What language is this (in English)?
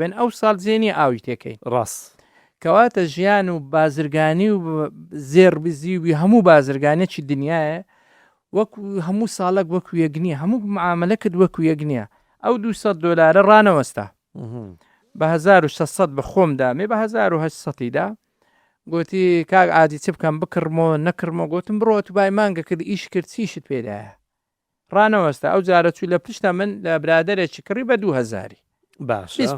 Central Kurdish